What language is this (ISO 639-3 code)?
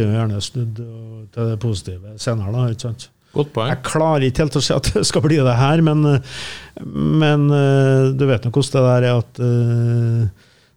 nor